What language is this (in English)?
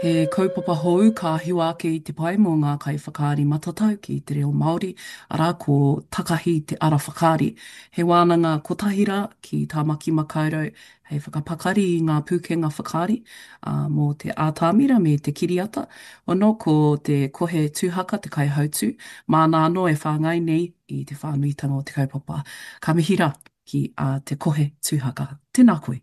Māori